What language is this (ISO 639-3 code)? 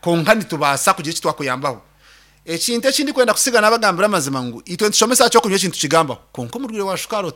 nyn